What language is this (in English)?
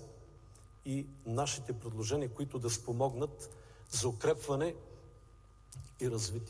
Bulgarian